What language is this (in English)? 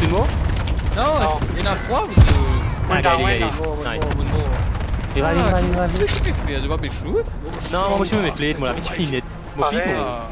Morisyen